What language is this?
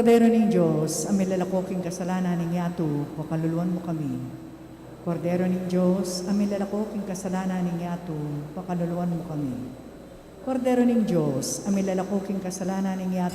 Pampanga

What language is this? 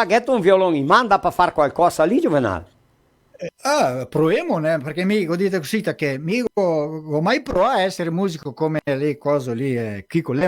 Venetian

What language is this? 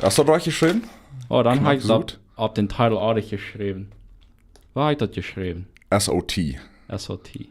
Plautdietsch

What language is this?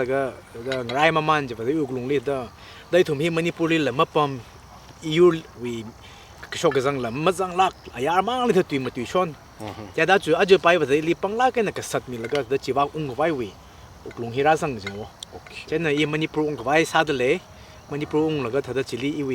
Tangkhul Naga (India)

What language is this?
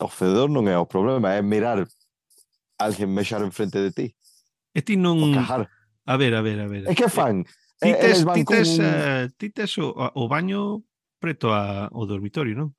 Galician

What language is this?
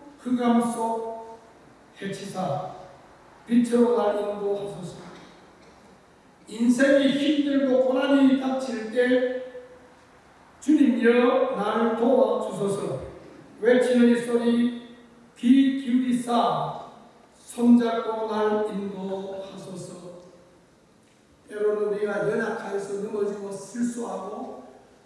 Korean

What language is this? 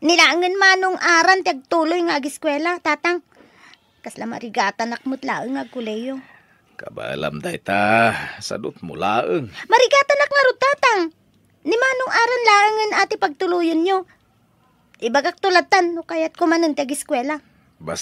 Iloko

